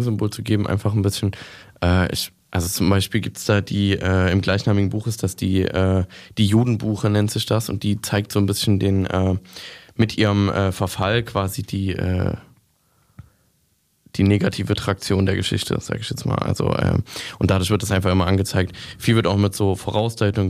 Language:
German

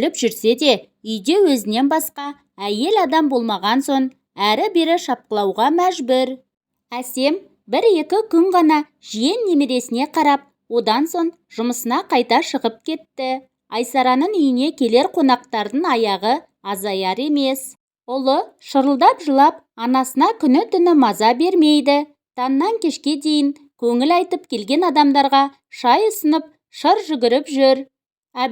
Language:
Kazakh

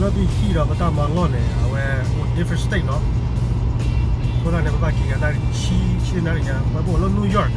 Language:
S'gaw Karen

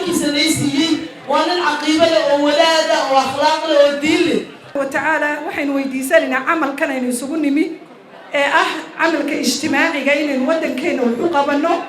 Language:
Somali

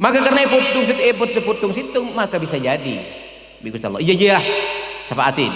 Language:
Madurese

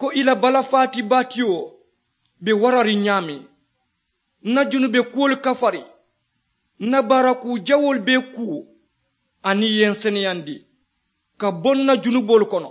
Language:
Mandingo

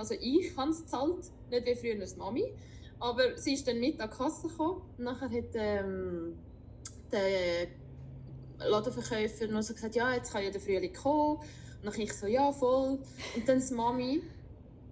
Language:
Swiss German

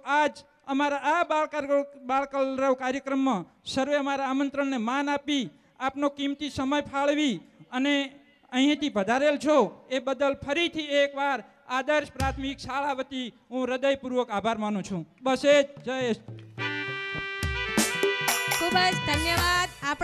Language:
Gujarati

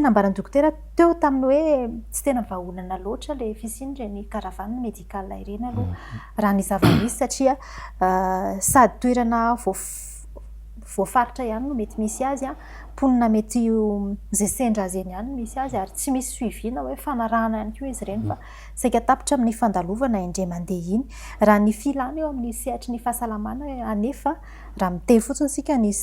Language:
Malagasy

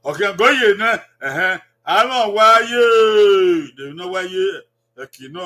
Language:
Bini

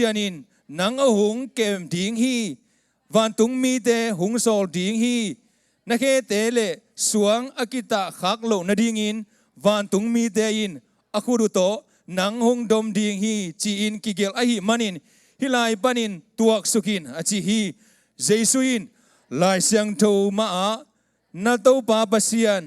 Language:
Tedim Chin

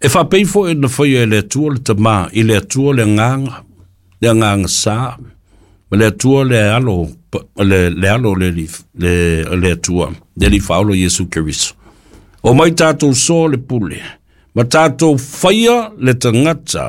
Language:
Samoan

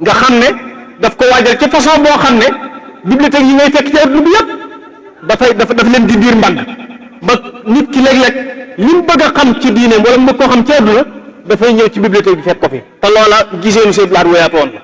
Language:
Wolof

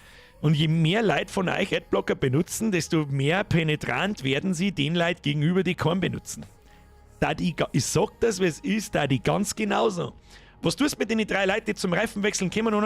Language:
Bavarian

